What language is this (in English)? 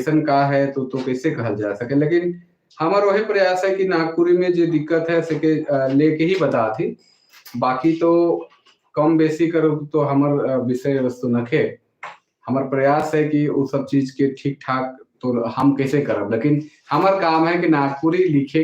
Sadri